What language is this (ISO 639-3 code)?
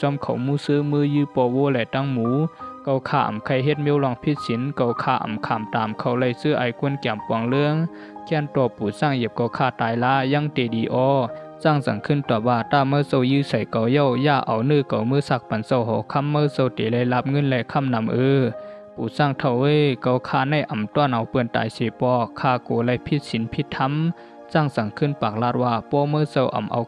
shn